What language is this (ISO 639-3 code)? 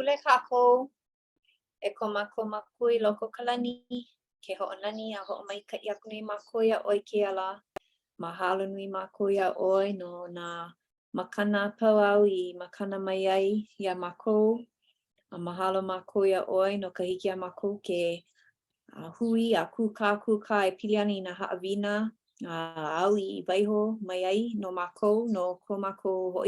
haw